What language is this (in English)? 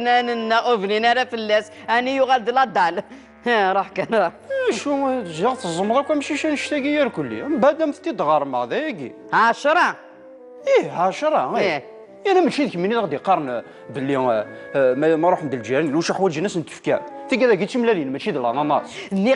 Kabyle